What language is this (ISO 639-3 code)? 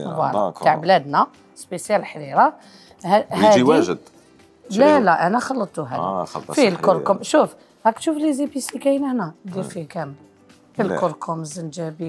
arq